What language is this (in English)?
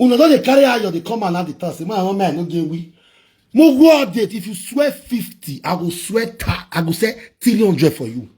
Nigerian Pidgin